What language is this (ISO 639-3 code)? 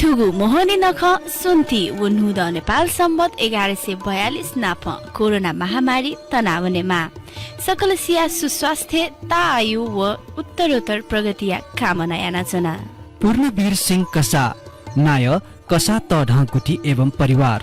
new